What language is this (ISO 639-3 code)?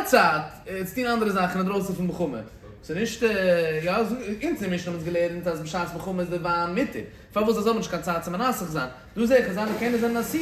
yid